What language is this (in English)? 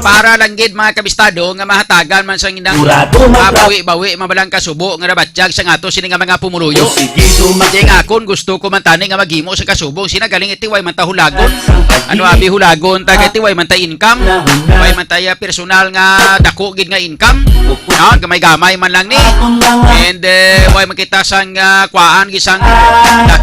Hiligaynon